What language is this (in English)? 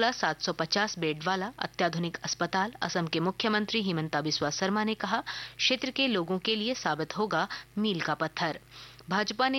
Hindi